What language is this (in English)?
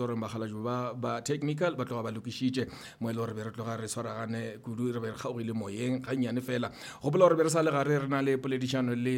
Northern Sotho